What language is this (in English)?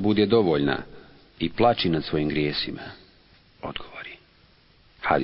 Bosnian